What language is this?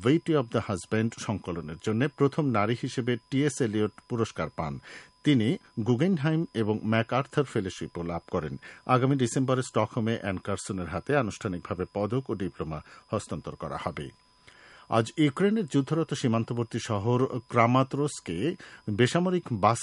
Bangla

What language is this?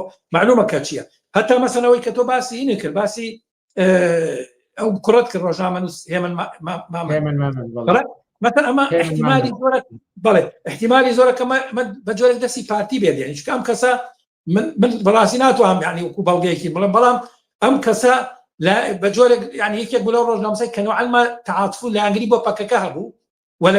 Central Kurdish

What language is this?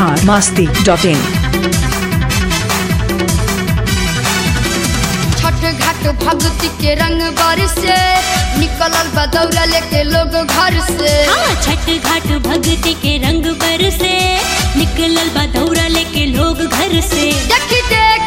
Bhojpuri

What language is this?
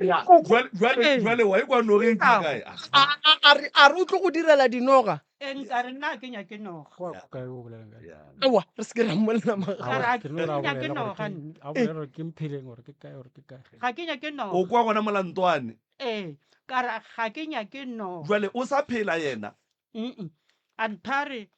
Northern Sotho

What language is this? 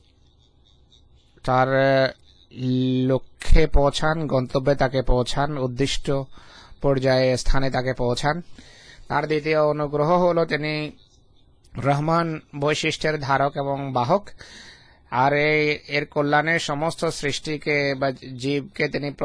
Bangla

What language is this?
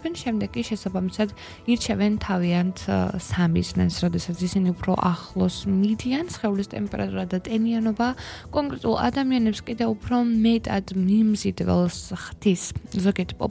Georgian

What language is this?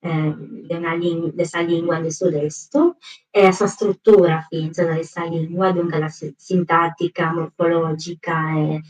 Sardinian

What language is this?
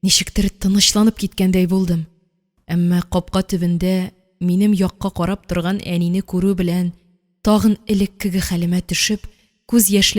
Tatar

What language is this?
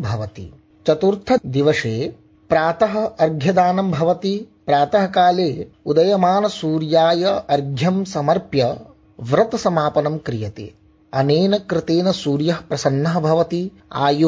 Sanskrit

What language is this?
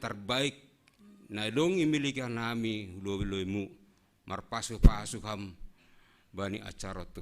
Batak Simalungun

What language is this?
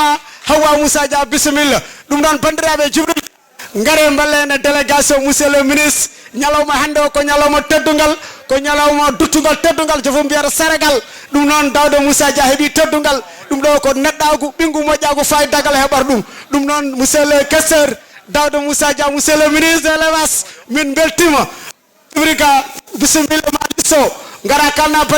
Fula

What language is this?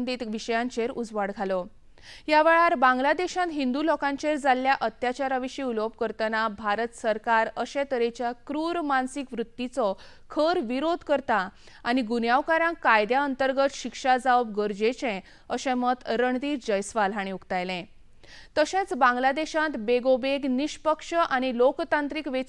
Konkani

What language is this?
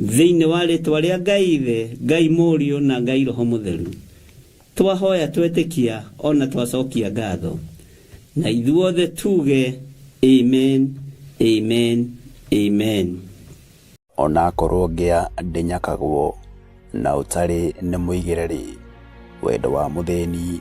Kikuyu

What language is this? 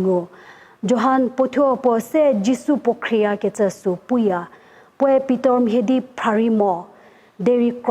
Angami Naga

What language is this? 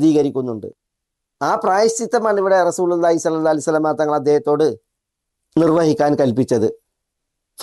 Malayalam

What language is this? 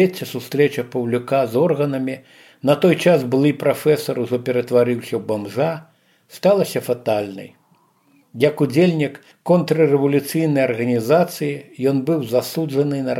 Belarusian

